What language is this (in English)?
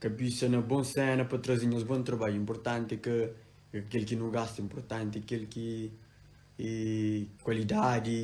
Kabuverdianu